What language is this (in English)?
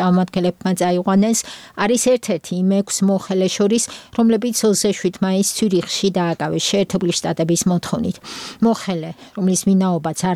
Georgian